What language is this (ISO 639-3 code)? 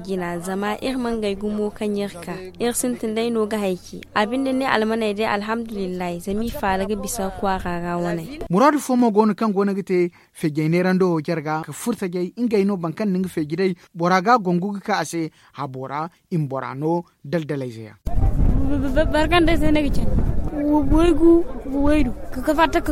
dje